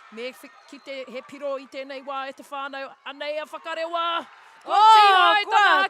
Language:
Māori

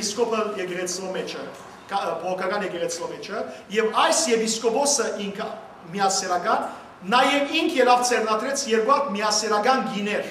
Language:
Western Armenian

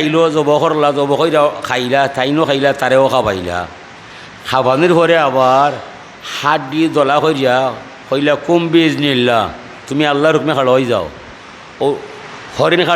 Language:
Sylheti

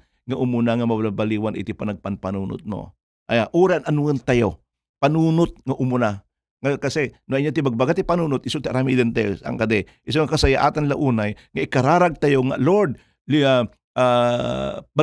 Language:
Iloko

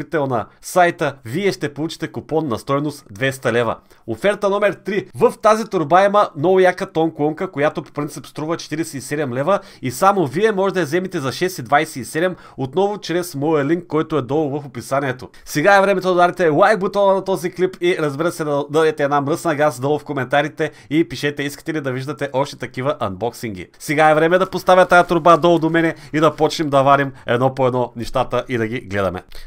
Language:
Bulgarian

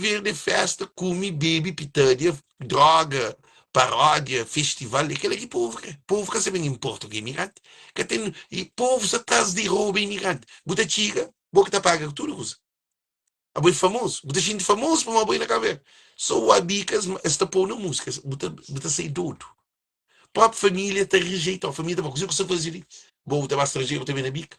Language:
Kabuverdianu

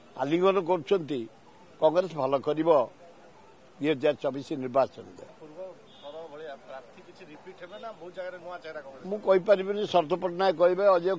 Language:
Odia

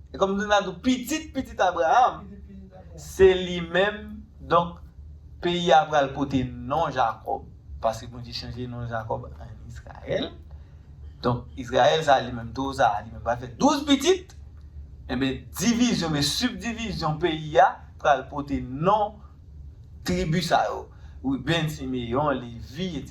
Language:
Haitian Creole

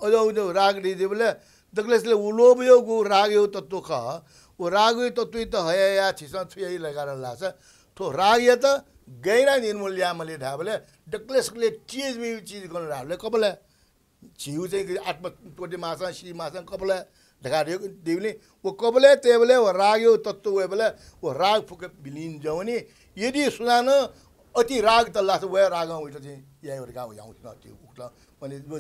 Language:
Newari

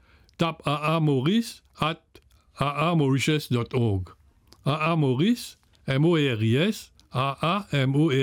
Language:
Morisyen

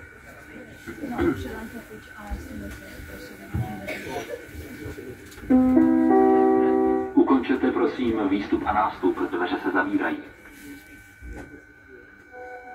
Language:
Czech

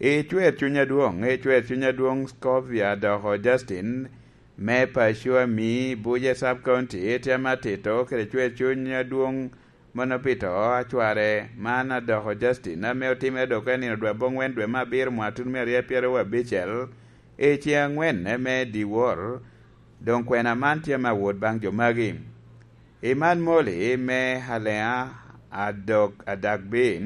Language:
Lango (Uganda)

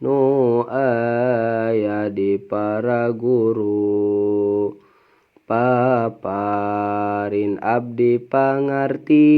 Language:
Sundanese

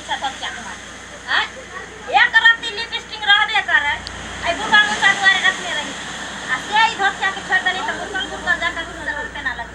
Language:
Maithili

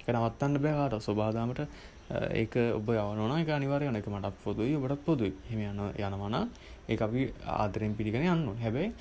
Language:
Sinhala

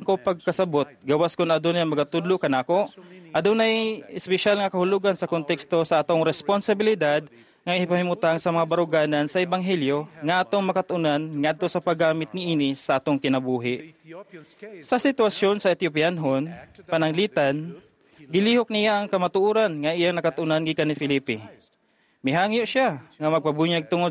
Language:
Cebuano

